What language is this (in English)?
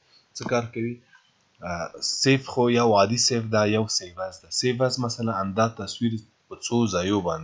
Pashto